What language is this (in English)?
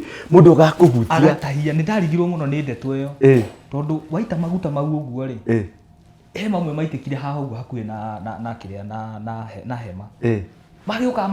Kikuyu